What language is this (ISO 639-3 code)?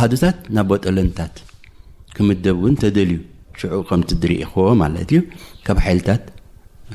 tir